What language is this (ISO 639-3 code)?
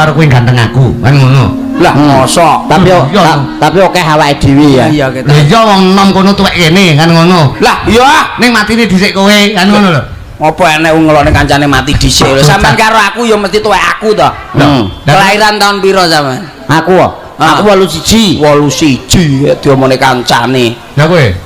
jav